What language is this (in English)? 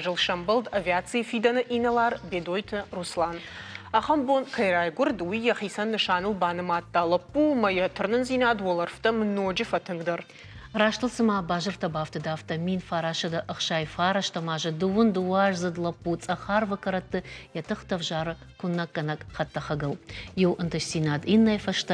Ossetic